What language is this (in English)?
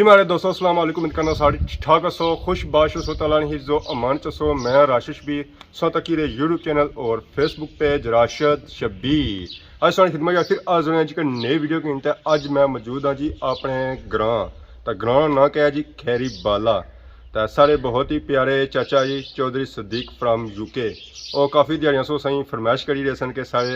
Pahari-Potwari